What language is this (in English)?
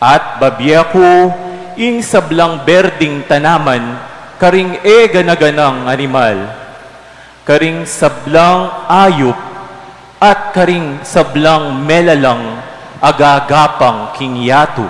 Pampanga